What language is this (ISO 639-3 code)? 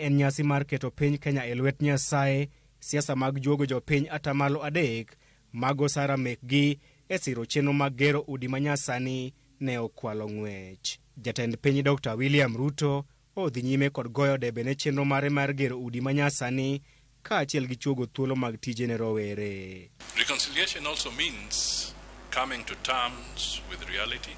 luo